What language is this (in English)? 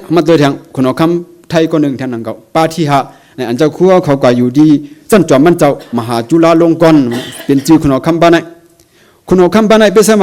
Shan